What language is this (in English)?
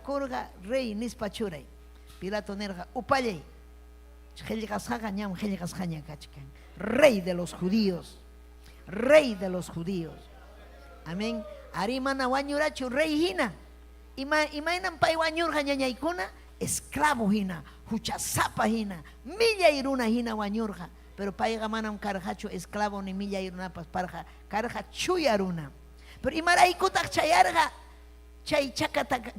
Ayacucho Quechua